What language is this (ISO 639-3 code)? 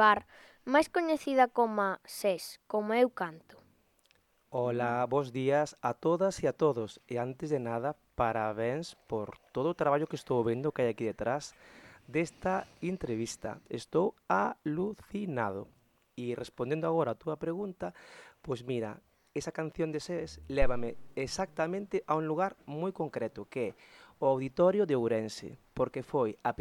glg